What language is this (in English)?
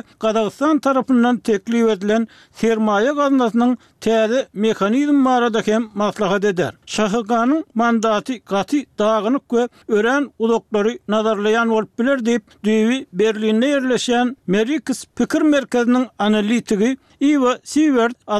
Turkmen